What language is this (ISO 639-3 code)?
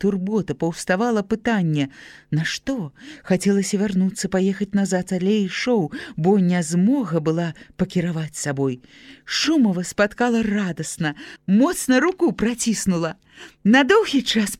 bel